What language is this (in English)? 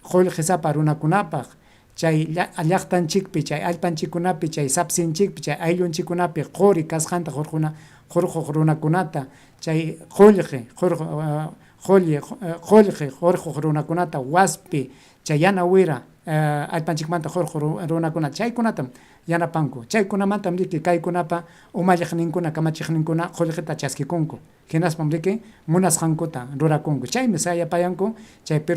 Ayacucho Quechua